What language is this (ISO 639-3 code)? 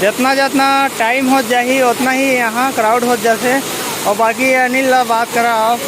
hne